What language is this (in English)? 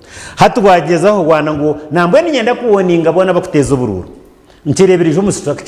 Nyankole